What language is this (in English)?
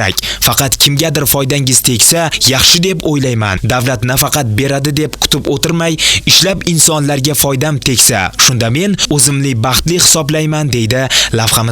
Uzbek